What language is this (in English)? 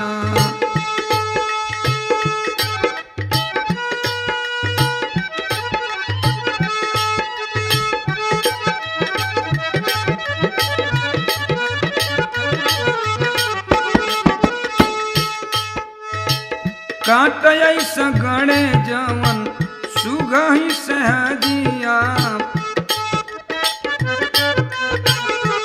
Bhojpuri